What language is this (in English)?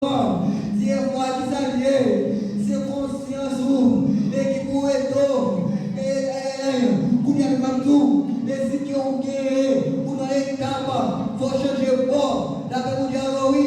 Haitian Creole